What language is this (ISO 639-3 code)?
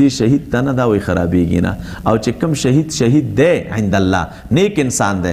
pus